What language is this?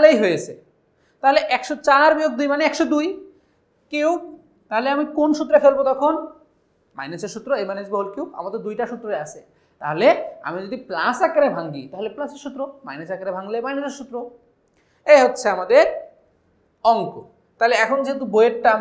Bangla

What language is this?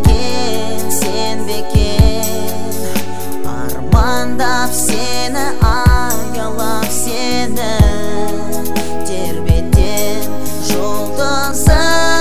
Kazakh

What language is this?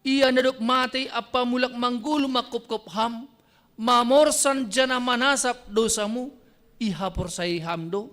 Batak Simalungun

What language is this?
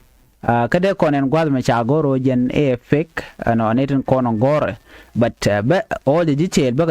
Nuer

